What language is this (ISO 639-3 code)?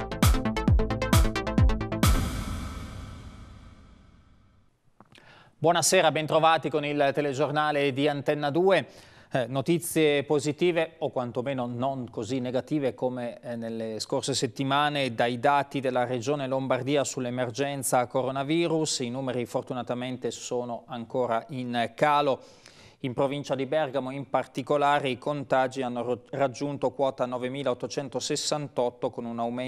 ita